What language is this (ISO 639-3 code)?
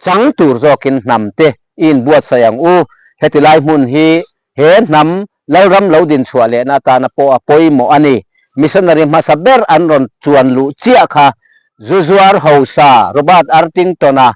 lus